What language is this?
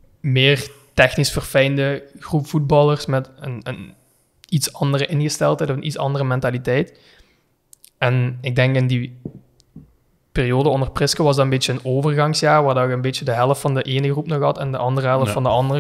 Dutch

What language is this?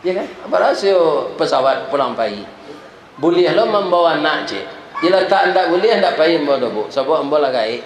Minangkabau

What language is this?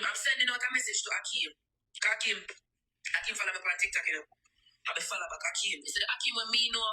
Jamaican Creole English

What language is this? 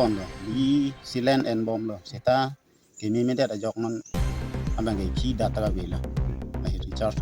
Karbi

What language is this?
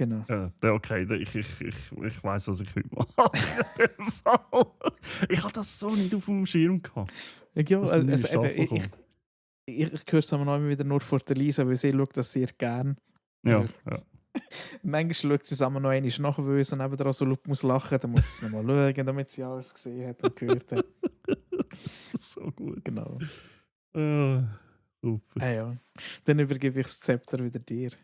Swiss German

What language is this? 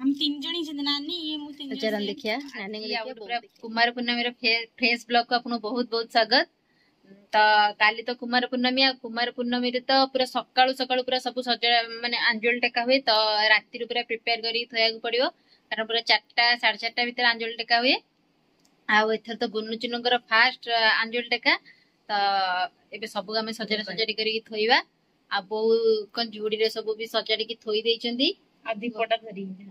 Odia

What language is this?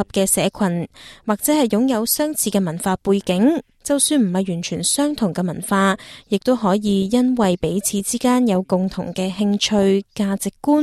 Cantonese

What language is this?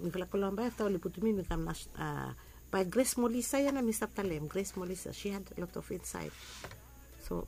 Bislama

